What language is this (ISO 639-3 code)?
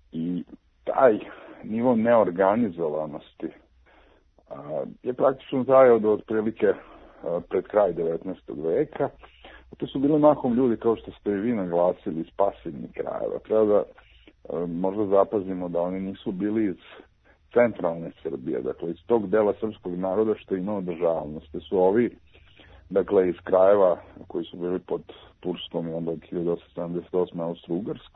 srp